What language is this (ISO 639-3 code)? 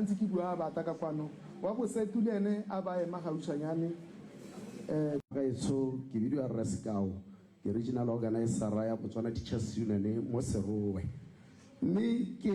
tsn